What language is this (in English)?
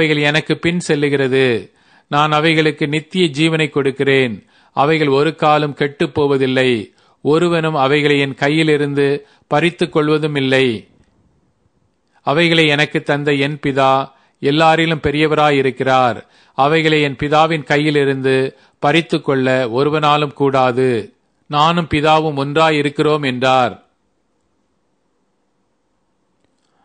Tamil